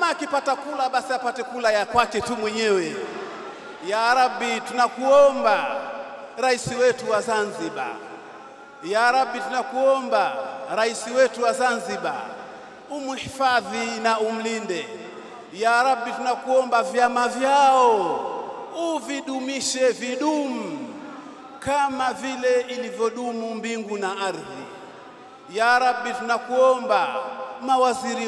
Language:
Swahili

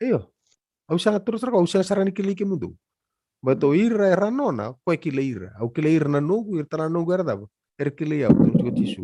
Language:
Fijian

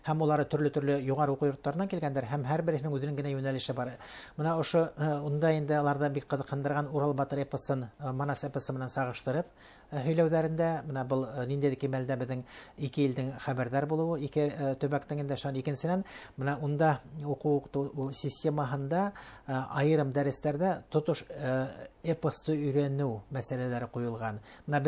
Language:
Bashkir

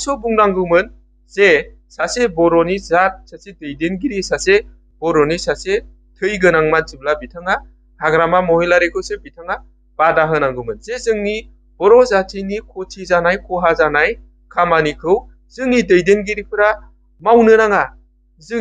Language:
Bodo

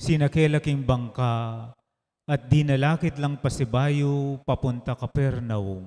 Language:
Pampanga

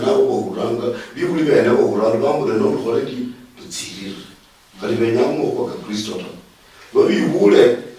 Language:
Luyia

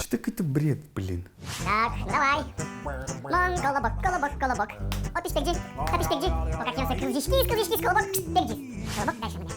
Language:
Udmurt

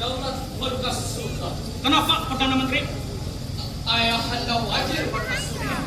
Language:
Banjar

